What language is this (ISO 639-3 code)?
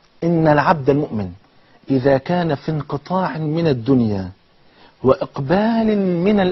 arz